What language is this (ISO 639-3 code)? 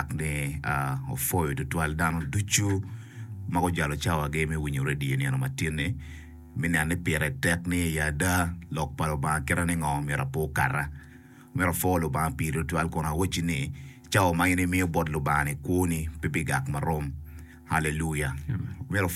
ach